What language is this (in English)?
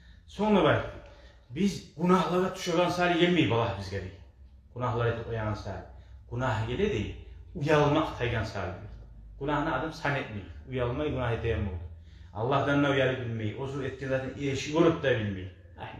Kumyk